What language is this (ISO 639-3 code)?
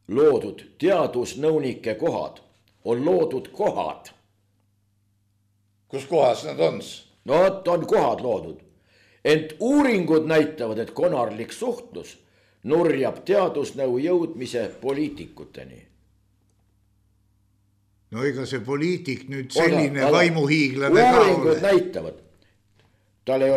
est